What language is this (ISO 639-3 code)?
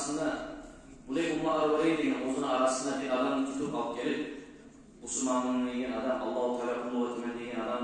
kum